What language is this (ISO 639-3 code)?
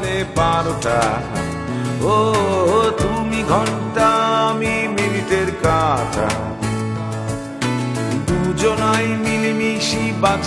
ben